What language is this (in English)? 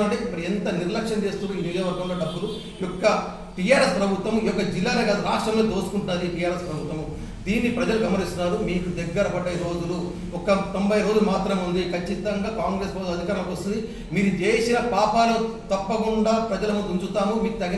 Telugu